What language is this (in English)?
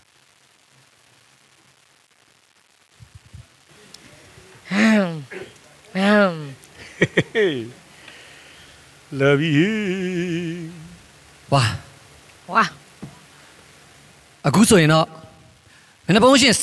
Burmese